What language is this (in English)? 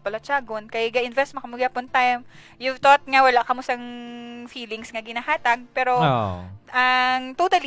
Hiligaynon